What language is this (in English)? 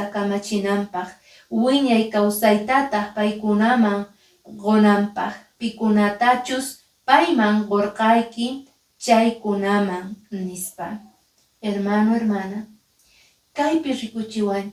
Quechua